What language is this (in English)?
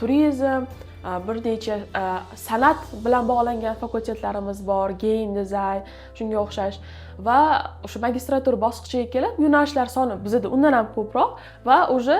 Uzbek